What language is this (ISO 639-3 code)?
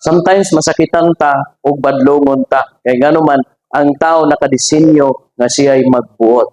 ceb